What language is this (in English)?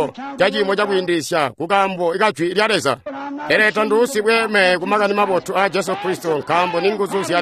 Tonga (Zambia)